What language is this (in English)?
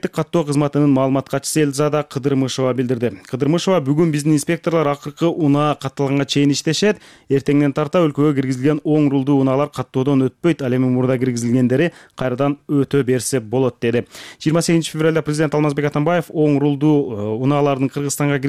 Kyrgyz